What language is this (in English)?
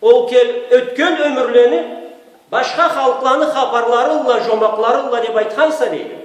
Karachay-Balkar